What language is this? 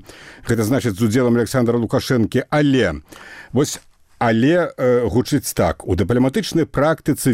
Belarusian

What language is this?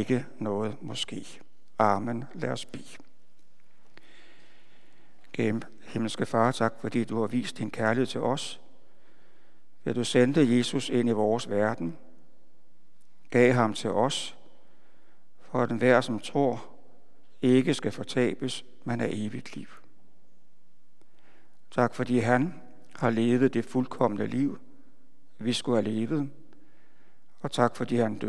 Danish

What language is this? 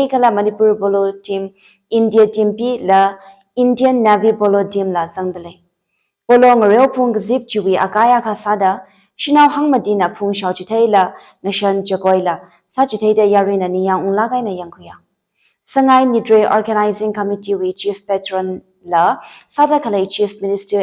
Tangkhul Naga (India)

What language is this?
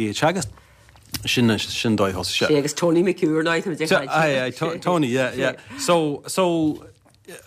Irish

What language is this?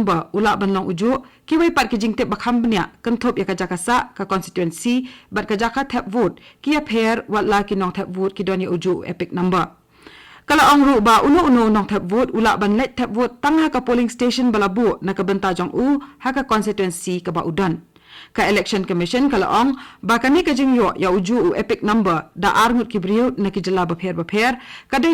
Khasi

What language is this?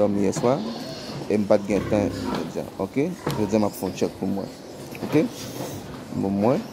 Haitian Creole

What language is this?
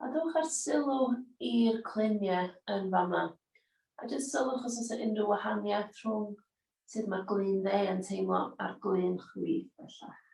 Welsh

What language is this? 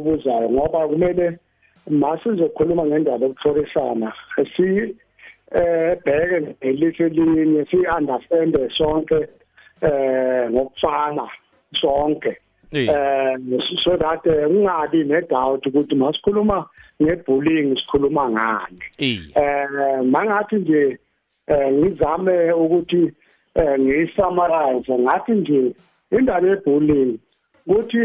South Ndebele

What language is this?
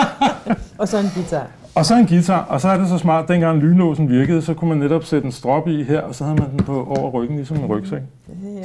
Danish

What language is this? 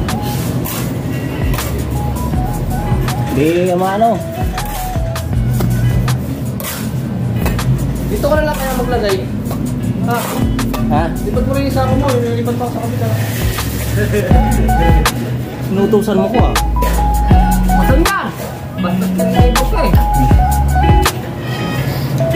Filipino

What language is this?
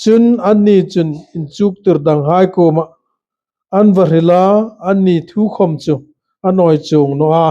Hmar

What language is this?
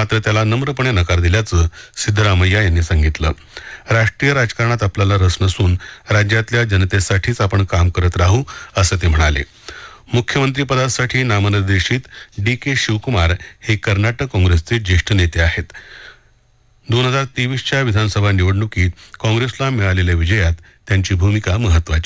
Marathi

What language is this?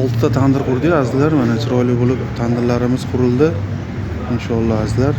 Uzbek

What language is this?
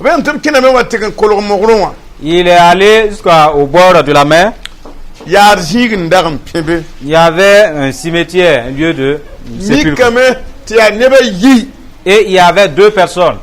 Mossi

